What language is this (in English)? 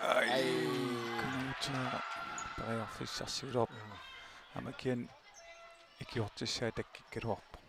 Kalaallisut